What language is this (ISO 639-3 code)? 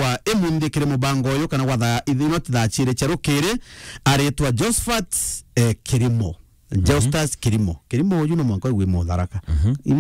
mer